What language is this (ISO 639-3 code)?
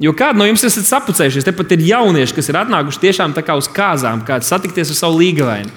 lav